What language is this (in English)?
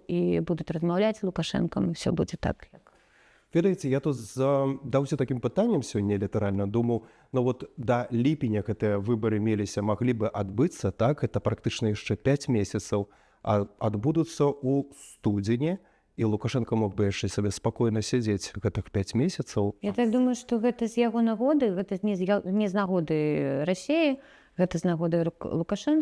Belarusian